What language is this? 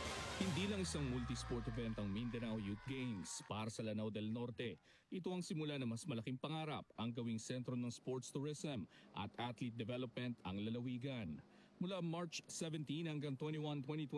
Filipino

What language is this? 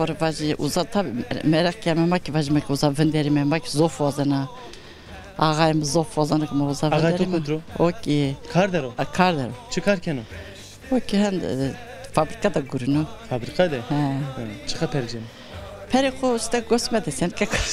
Zaza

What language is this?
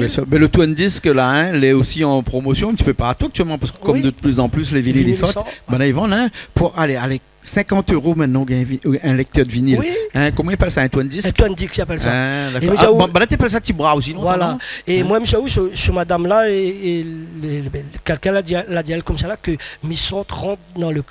Réunion Creole French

